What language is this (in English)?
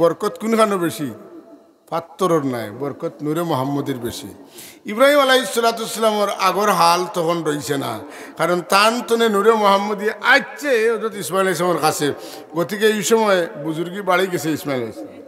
Sylheti